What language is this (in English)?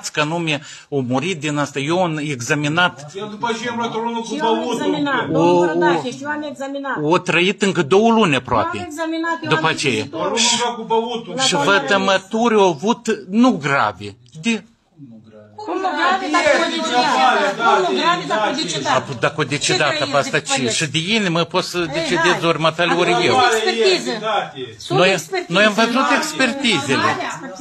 Romanian